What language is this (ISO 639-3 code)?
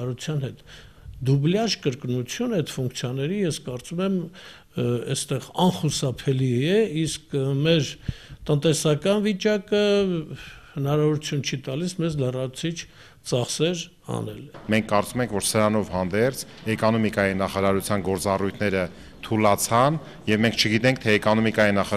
hye